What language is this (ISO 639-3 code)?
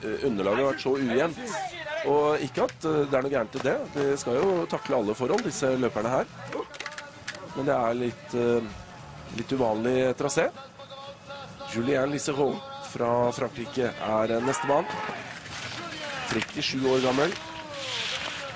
nor